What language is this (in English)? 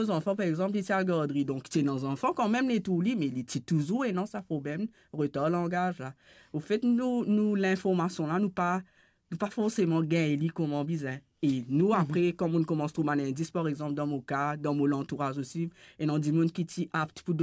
Morisyen